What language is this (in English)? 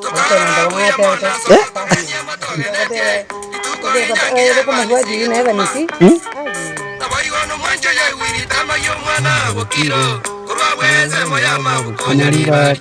Gusii